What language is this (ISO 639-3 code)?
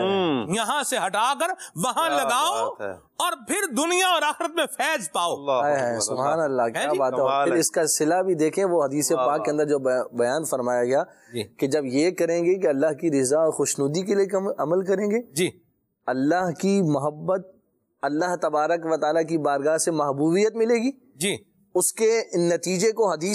urd